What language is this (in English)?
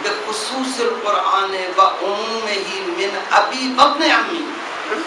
Urdu